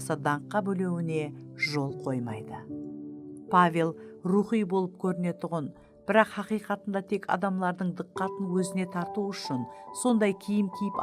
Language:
Kara-Kalpak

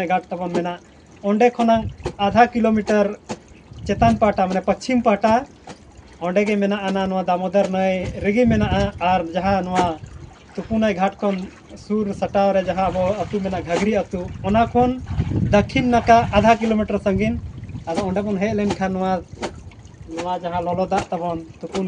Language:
Santali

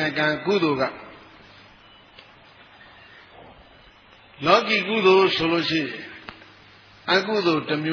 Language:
Burmese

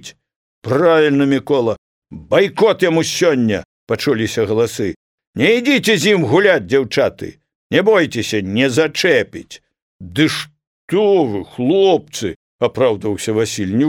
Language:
Belarusian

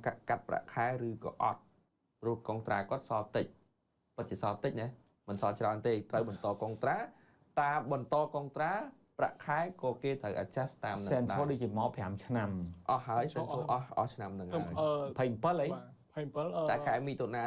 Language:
Khmer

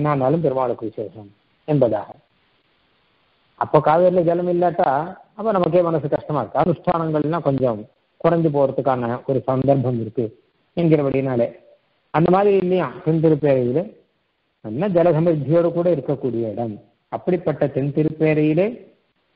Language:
Tamil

